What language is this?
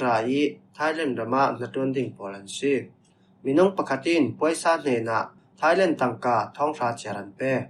Falam Chin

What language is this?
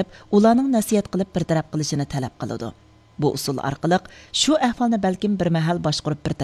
Uyghur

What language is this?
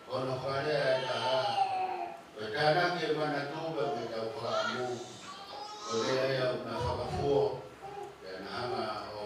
Tongan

